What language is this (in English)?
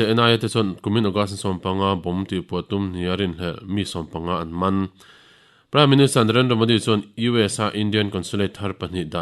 Mizo